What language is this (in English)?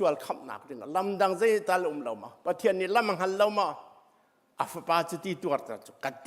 Hakha Chin